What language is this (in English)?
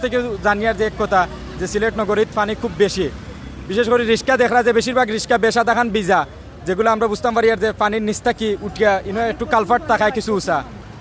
Sylheti